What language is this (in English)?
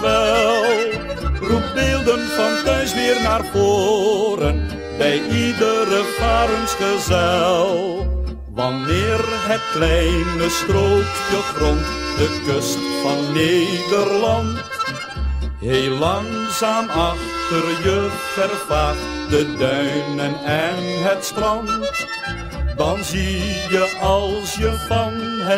Dutch